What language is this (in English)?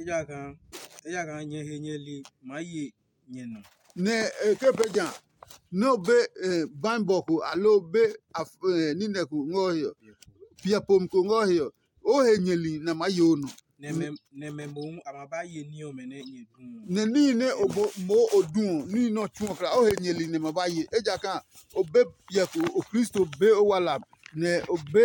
Adangme